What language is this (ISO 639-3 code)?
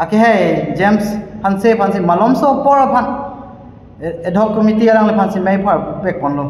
mjw